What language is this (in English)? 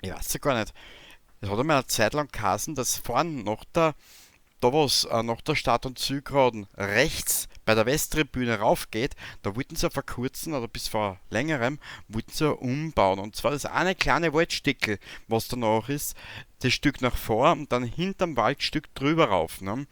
Bavarian